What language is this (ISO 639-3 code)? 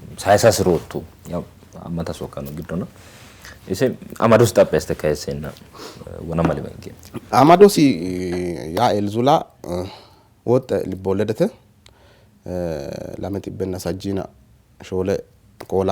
sid